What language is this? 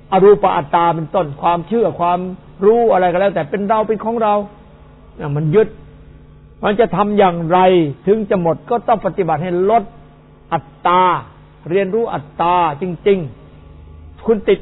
Thai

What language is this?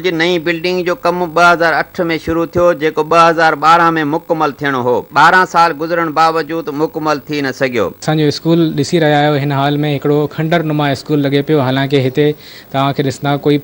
Sindhi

